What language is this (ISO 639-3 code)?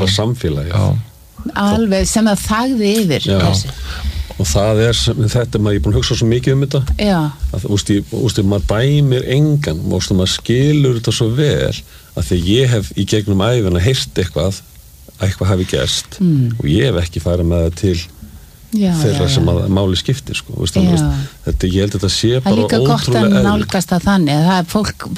isl